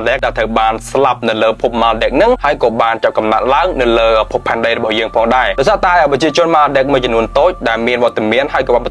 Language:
Khmer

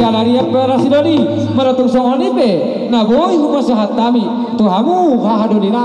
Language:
Batak Toba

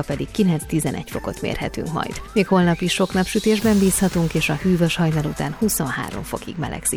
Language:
Hungarian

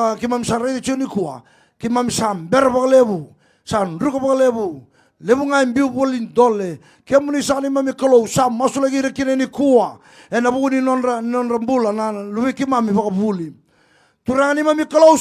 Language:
Fijian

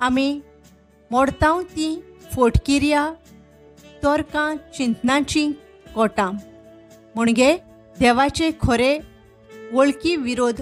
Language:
Konkani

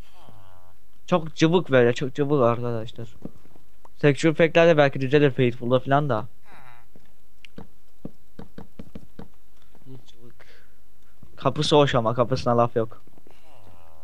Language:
Turkish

